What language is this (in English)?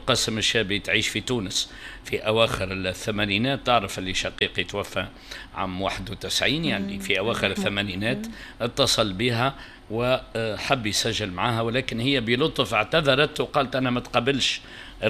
Tunisian Arabic